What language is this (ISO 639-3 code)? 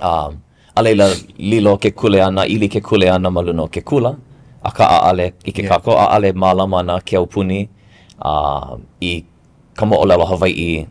haw